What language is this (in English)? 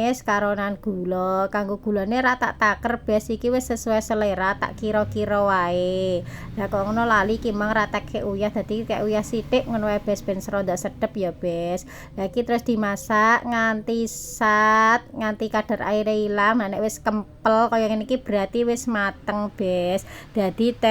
Javanese